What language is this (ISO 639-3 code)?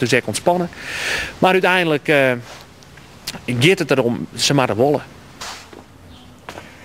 nld